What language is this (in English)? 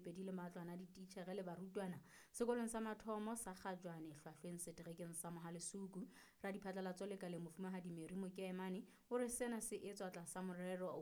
Southern Sotho